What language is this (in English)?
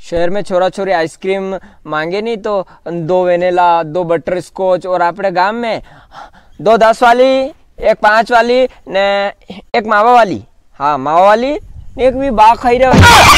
Rajasthani